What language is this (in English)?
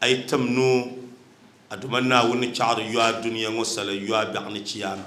Dagbani